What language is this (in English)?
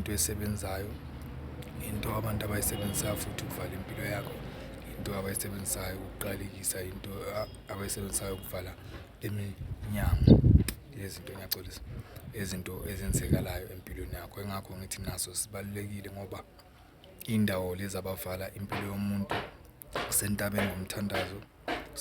Zulu